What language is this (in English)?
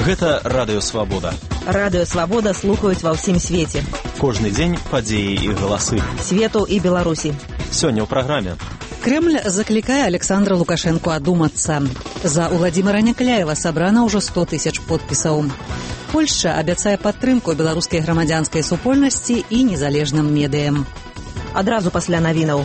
Belarusian